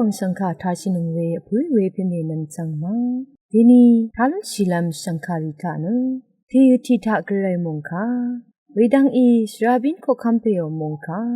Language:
Rawang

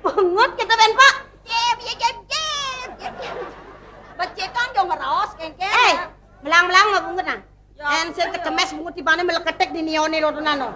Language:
Balinese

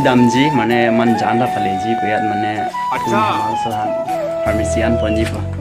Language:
Karbi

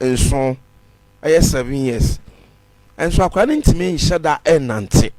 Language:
Akan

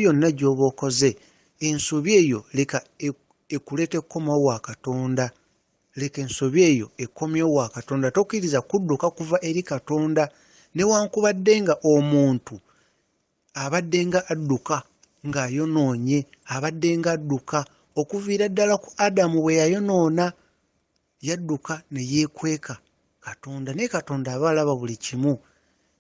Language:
Ganda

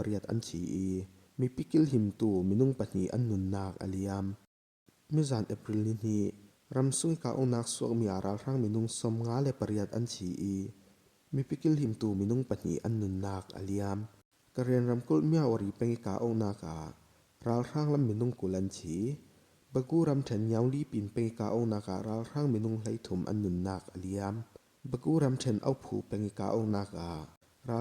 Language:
Falam Chin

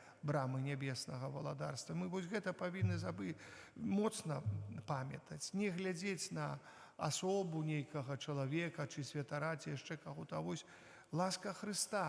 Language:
Belarusian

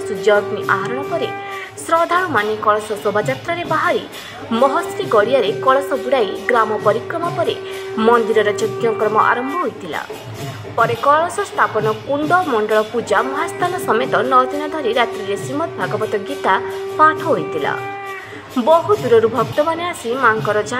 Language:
Odia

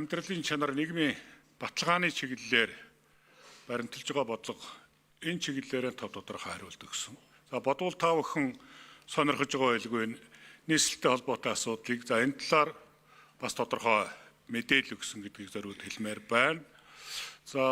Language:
Mongolian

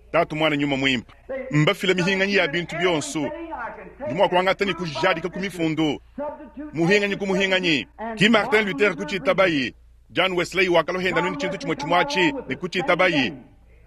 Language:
Luba-Lulua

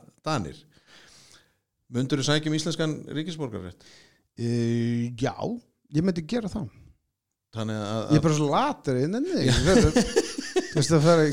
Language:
Icelandic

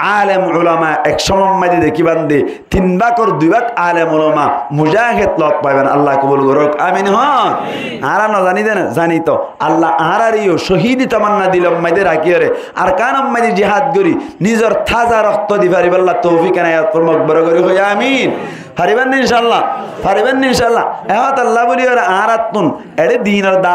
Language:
Rohingya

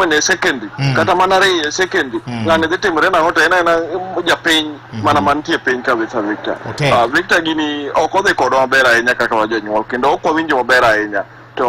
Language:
Luo (Kenya and Tanzania)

